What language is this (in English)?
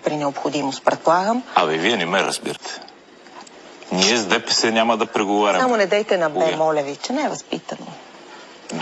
Bulgarian